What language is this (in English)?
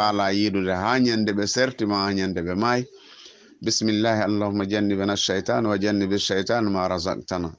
Fula